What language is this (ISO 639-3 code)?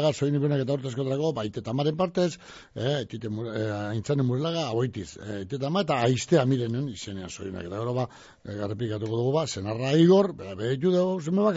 eus